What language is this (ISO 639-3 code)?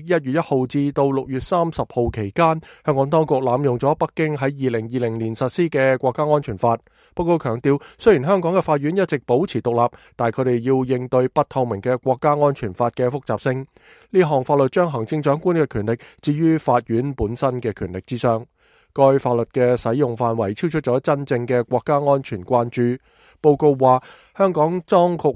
yue